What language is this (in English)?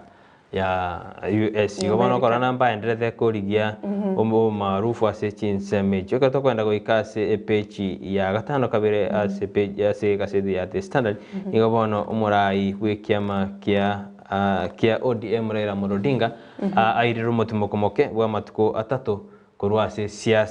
Gusii